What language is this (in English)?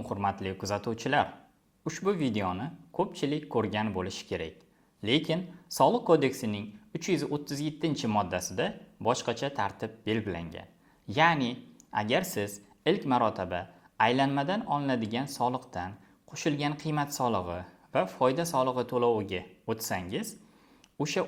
Uzbek